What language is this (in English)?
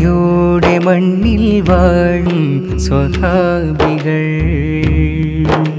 Malayalam